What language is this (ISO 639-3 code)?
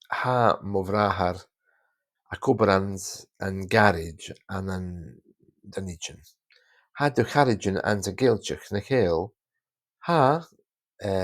gla